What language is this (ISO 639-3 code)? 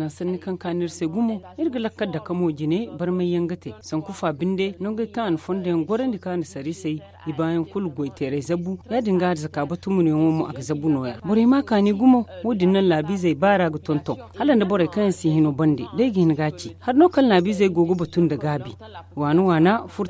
dje